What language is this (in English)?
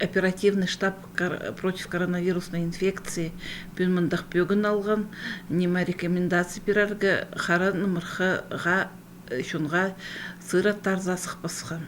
Khakas